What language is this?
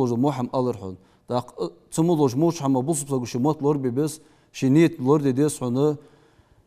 Ingush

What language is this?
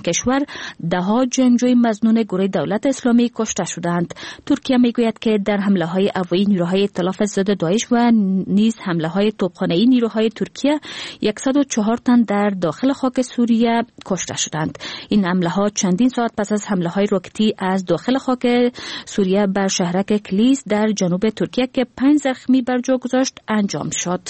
Persian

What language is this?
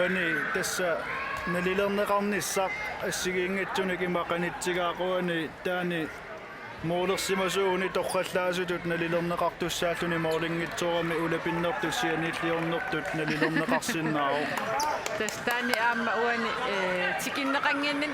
Kalaallisut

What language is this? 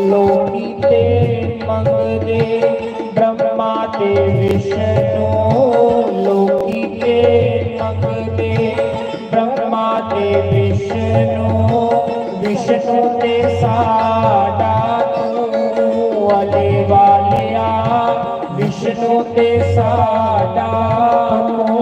Dogri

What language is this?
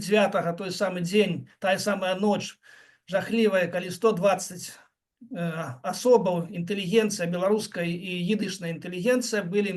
Belarusian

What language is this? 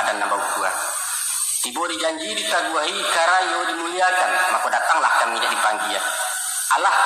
Minangkabau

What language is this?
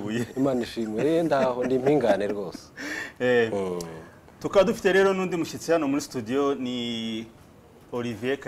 Kinyarwanda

